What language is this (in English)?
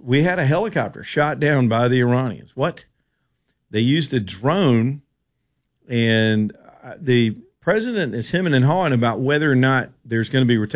English